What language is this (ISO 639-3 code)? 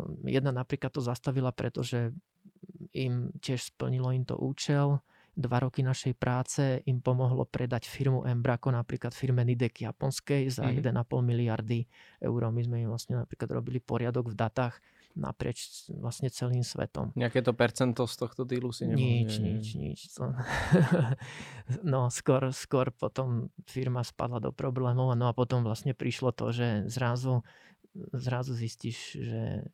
slk